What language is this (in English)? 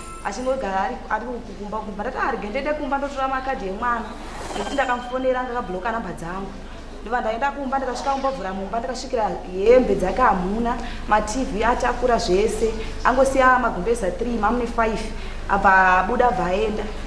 Shona